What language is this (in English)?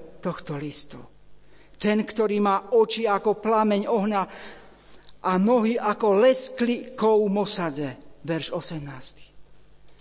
Slovak